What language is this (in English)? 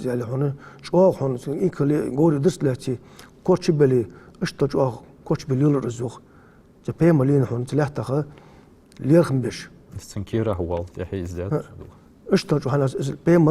Ingush